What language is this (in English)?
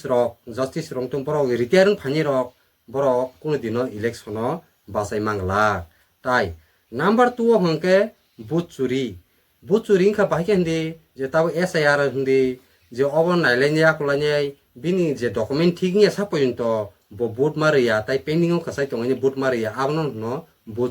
Kok Borok